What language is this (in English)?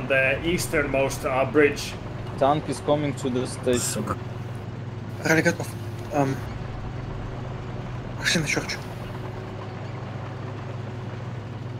Russian